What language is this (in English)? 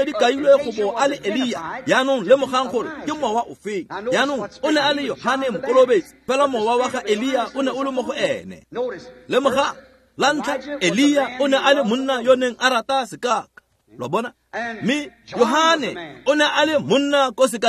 Tswana